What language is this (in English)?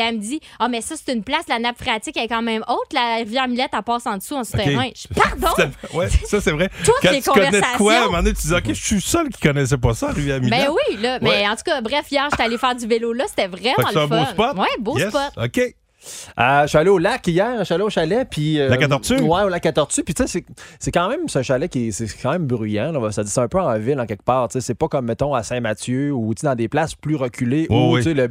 French